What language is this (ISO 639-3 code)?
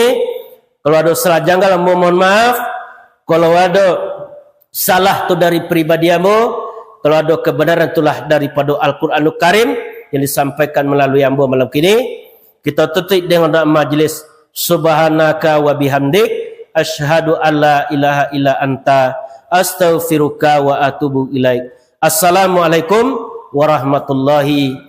min